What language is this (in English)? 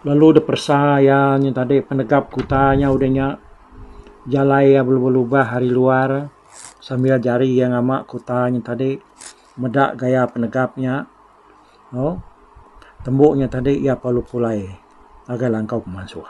Iban